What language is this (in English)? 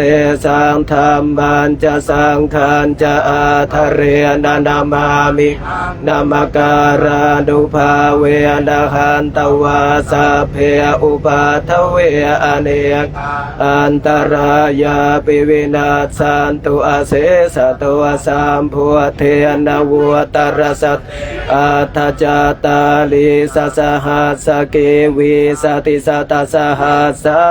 Pali